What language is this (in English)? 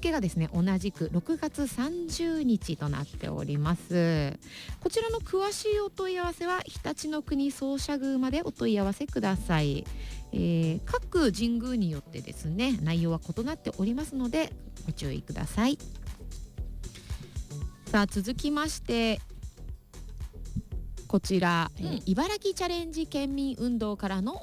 Japanese